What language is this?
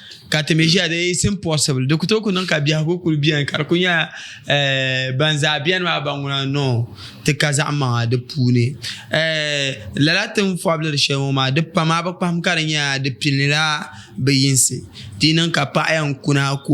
Dagbani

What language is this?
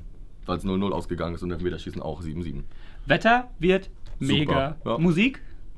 German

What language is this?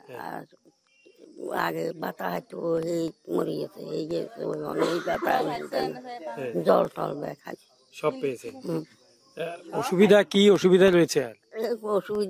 Bangla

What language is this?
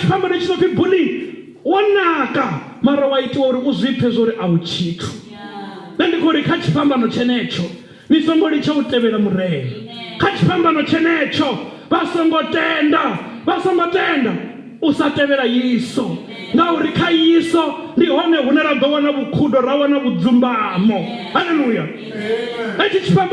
Venda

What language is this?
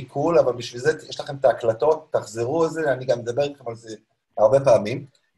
Hebrew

